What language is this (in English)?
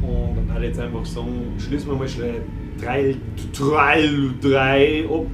Bavarian